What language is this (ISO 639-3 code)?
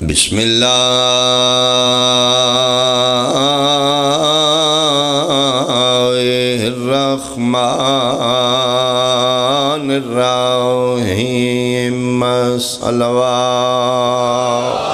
phr